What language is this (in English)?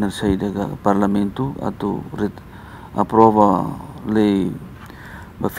Tetum